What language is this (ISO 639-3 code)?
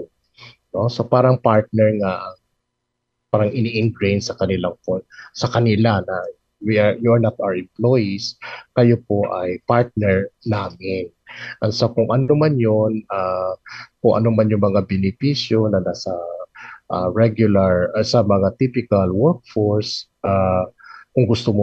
fil